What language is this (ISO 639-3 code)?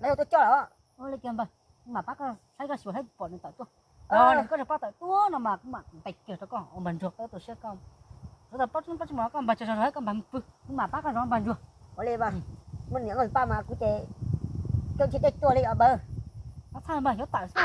hmn